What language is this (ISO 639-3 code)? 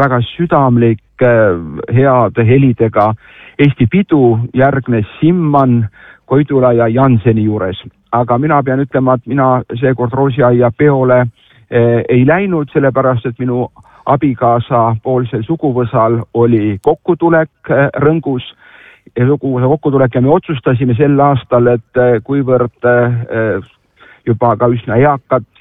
est